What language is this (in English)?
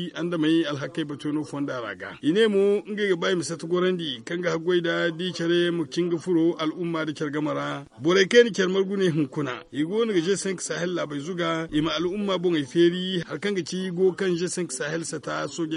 Zarma